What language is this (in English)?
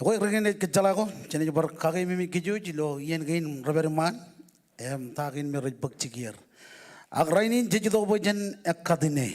Marshallese